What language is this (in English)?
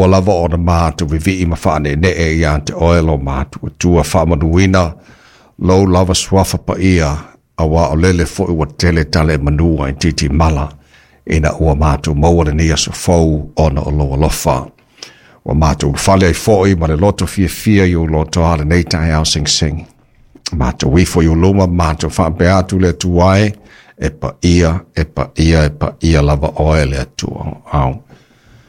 Samoan